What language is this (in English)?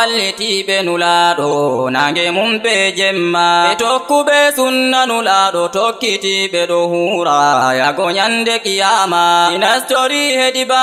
Fula